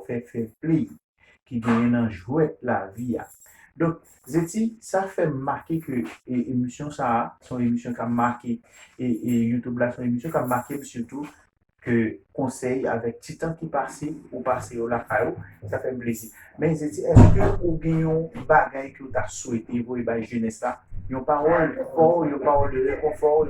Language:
Haitian Creole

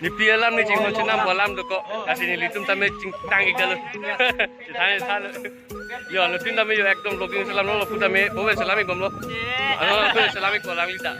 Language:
Karbi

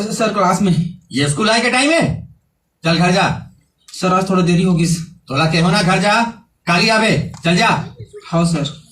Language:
Chhattisgarhi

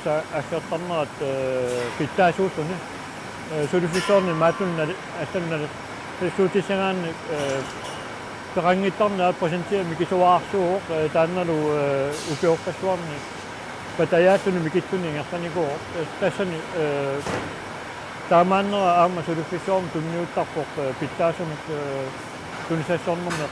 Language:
Kalaallisut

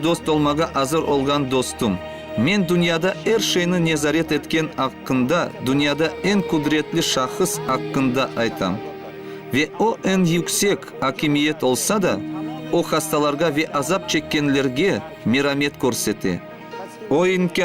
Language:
Crimean Tatar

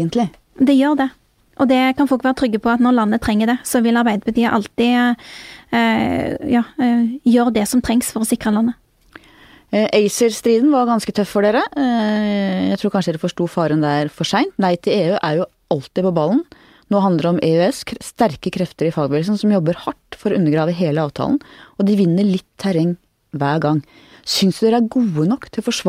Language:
Norwegian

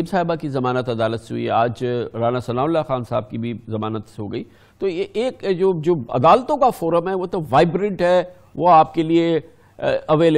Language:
Urdu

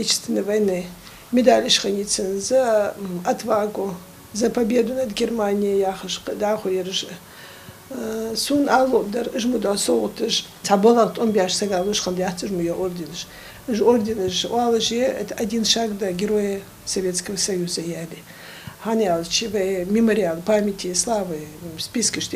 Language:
Ingush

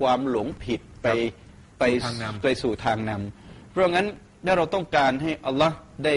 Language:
Thai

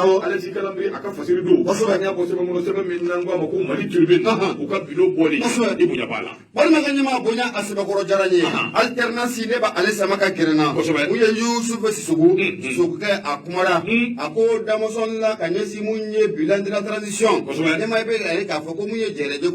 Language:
Bambara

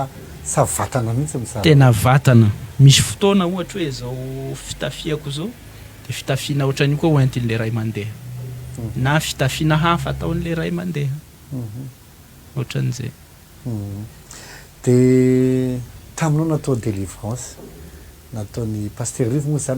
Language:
Malagasy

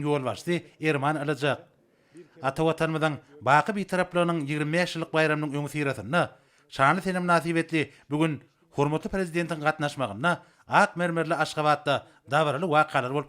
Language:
Turkmen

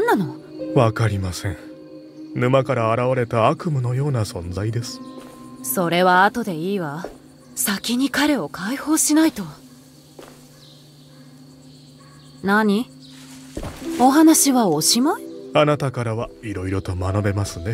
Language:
Japanese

